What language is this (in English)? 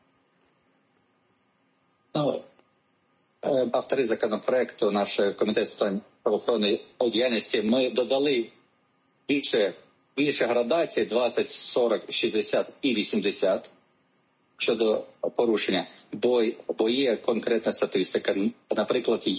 Ukrainian